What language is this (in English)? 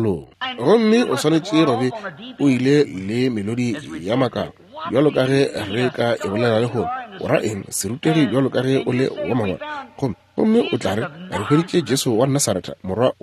Northern Sotho